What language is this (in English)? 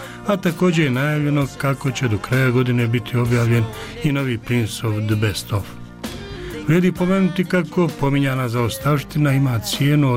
Bosnian